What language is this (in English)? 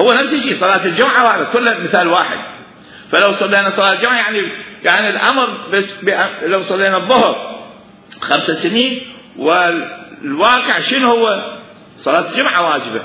Mesopotamian Arabic